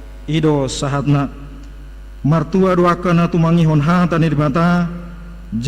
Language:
Batak Toba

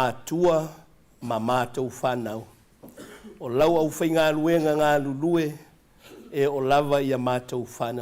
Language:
Samoan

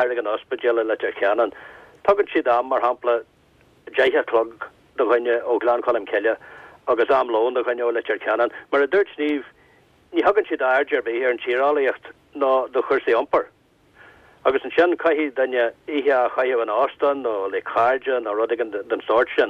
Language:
Irish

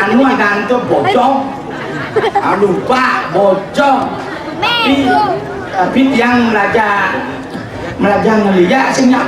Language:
Balinese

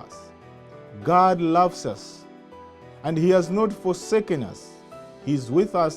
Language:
English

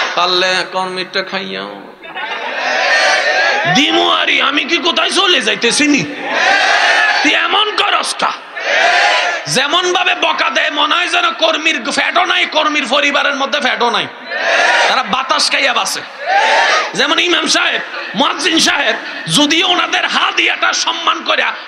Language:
Bangla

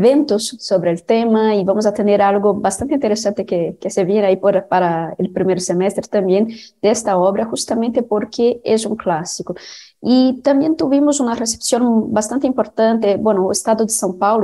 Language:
Spanish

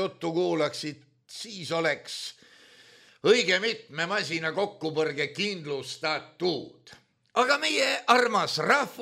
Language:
Estonian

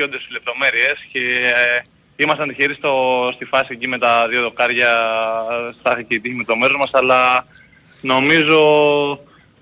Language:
Greek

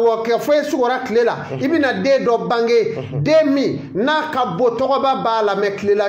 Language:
Bambara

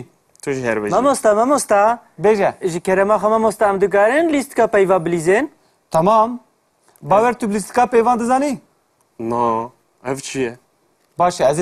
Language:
Kurdish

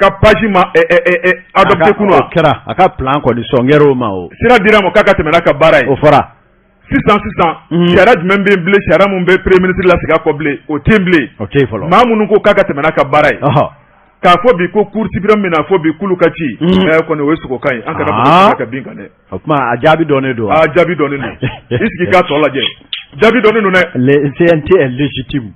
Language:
Bambara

